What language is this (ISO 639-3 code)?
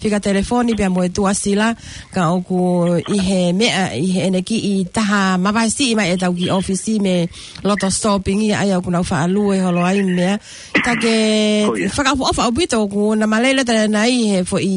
ton